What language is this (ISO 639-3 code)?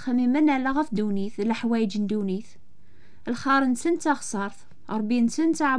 kab